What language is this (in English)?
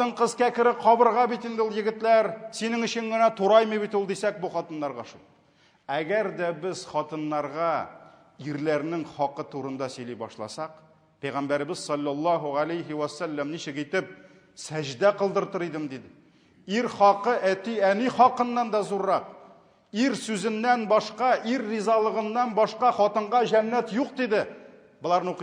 Tatar